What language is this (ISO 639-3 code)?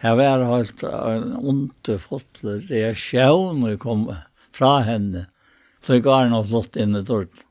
fao